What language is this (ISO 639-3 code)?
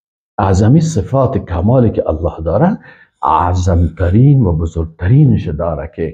fas